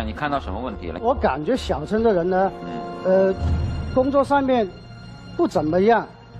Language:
Chinese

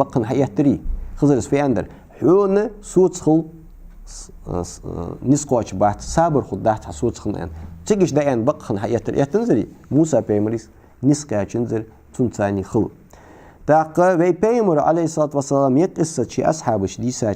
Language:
Ingush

